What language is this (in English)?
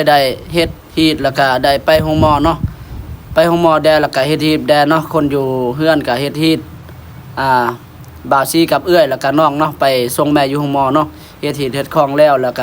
Lao